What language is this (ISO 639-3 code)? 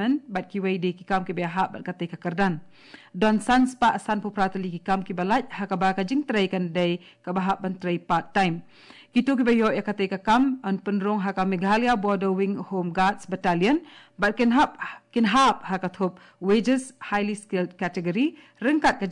kha